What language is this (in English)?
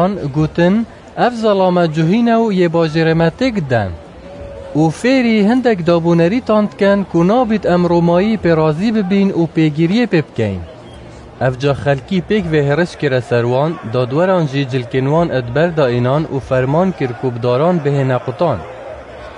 Kurdish